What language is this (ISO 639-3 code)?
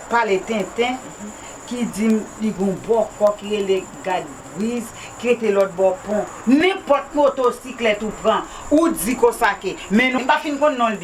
hat